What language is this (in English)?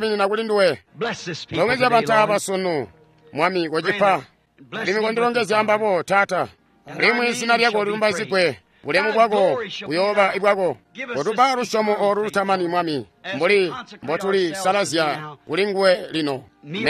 Tonga (Zambia)